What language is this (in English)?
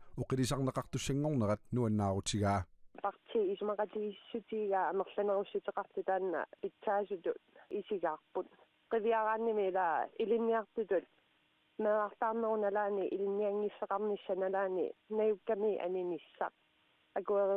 Kalaallisut